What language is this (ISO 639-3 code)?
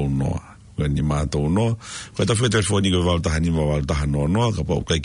ton